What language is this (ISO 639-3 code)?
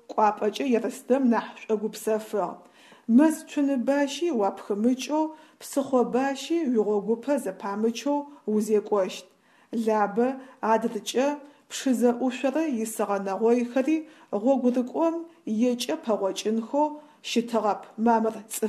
ady